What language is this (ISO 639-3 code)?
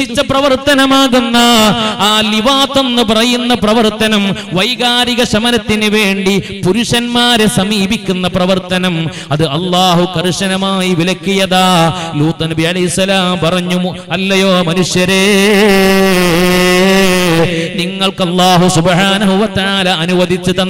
mal